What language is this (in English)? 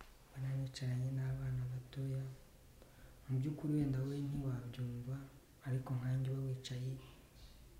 Kinyarwanda